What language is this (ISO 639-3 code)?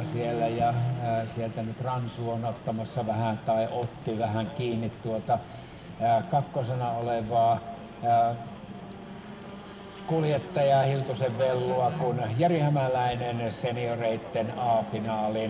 fin